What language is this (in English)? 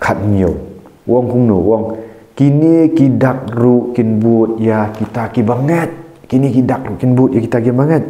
Khasi